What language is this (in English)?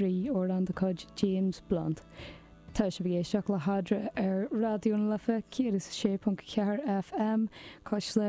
Irish